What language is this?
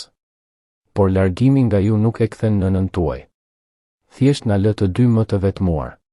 Albanian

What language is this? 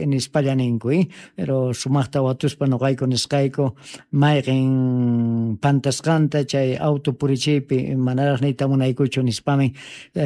South Bolivian Quechua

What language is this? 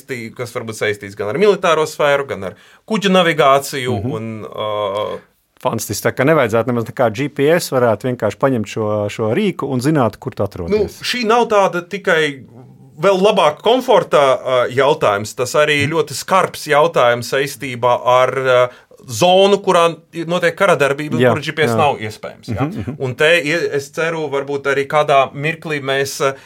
Latvian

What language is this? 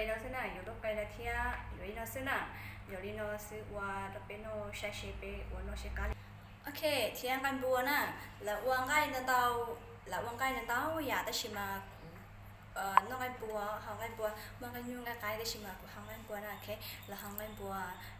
Hmong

